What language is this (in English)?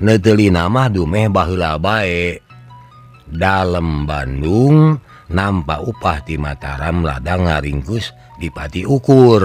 Sundanese